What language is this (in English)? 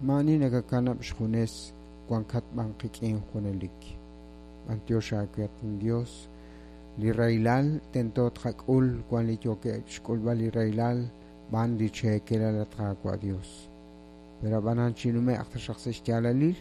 Kekchí